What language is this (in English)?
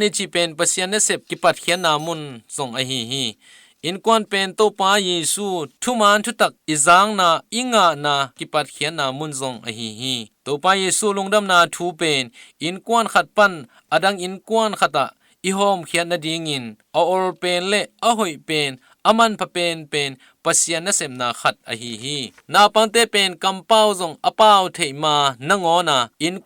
Tedim Chin